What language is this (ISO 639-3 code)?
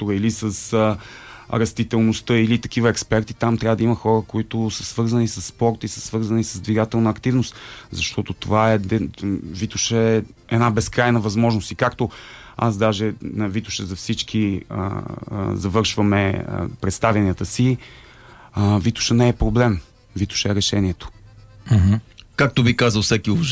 bul